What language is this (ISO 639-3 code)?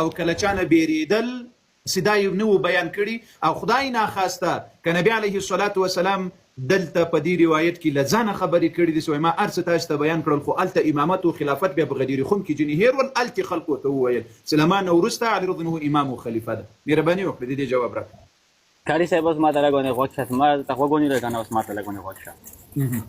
pus